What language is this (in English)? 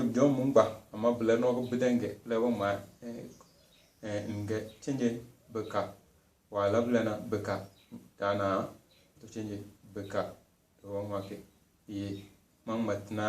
Tem